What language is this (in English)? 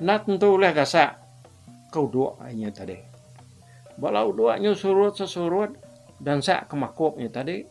Iban